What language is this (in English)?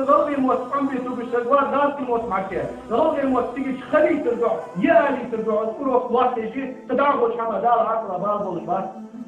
Ingush